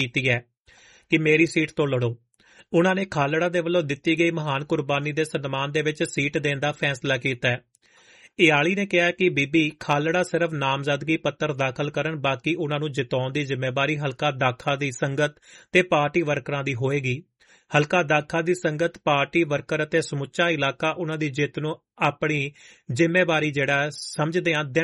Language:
Punjabi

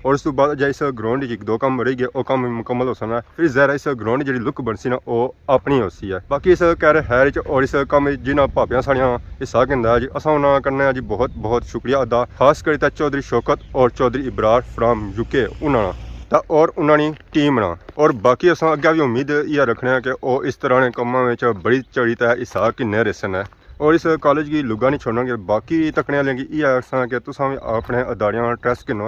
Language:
Pahari-Potwari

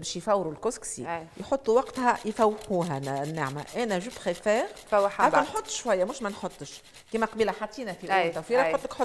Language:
Tunisian Arabic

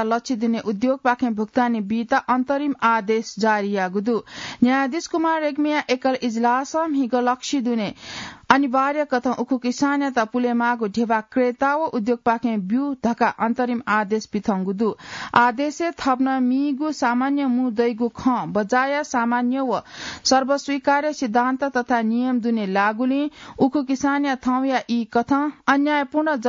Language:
Newari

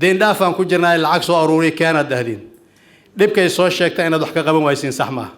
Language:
Somali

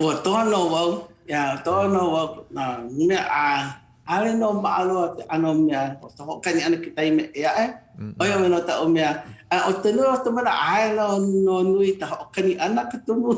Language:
Hawaiian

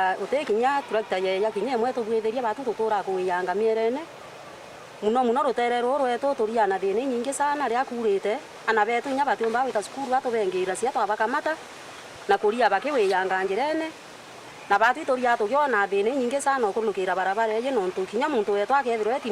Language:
Meru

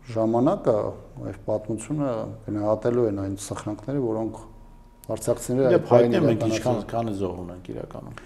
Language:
Armenian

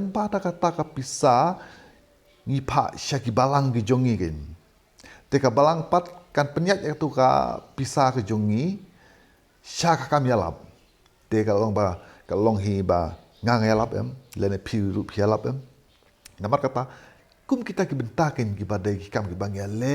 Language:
Khasi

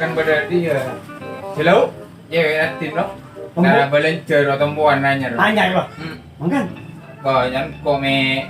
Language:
Madurese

